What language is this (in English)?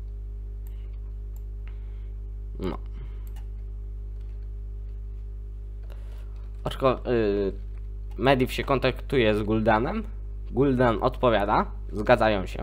Polish